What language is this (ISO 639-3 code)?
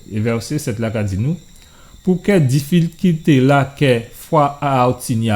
gcf